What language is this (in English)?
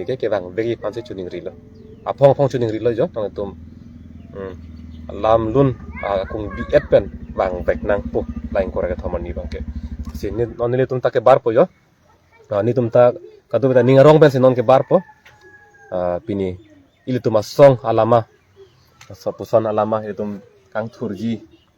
Karbi